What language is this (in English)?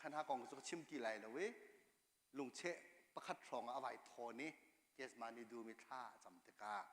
Hakha Chin